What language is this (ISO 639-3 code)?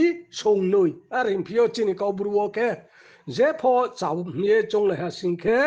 ria